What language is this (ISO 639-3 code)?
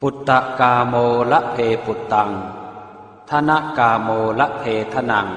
pli